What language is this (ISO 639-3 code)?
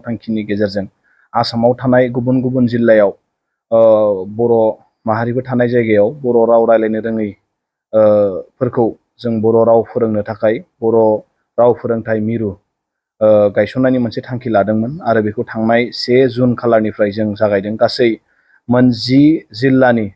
brx